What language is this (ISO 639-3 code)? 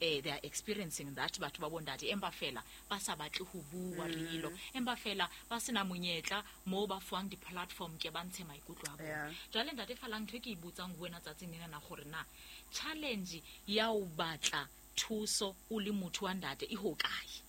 sot